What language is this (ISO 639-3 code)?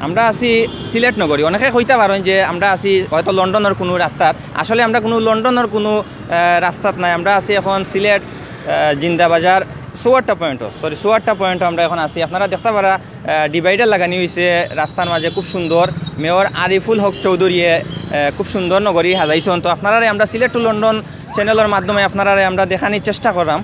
syl